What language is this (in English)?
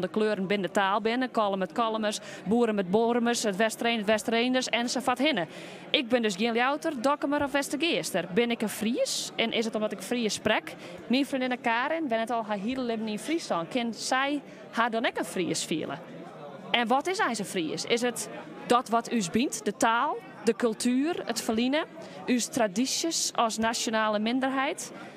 Western Frisian